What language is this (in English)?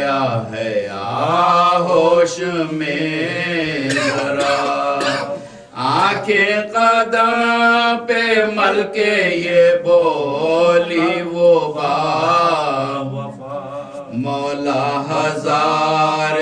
Urdu